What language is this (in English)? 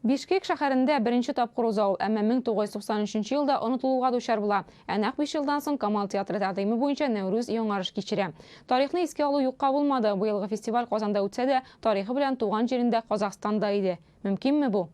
Tatar